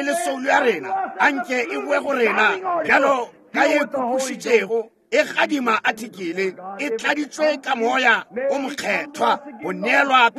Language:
Northern Sotho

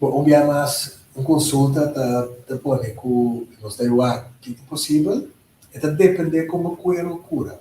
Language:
Papiamento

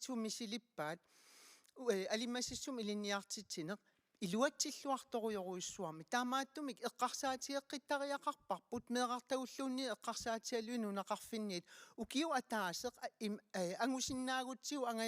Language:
Kalaallisut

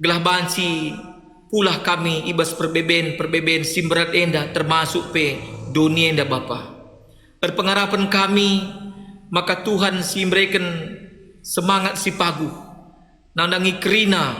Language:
Batak Karo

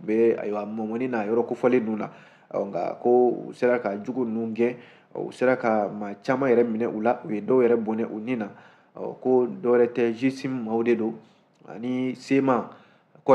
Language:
Bambara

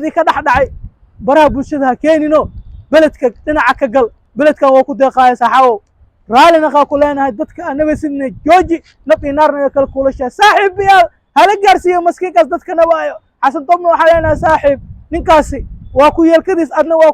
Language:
Somali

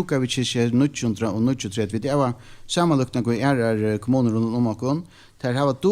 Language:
Faroese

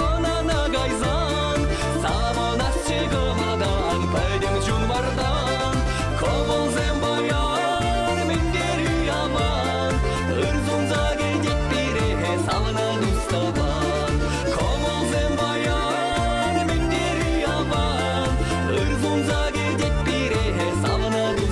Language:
Chuvash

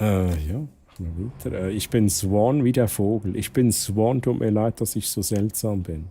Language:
Swiss German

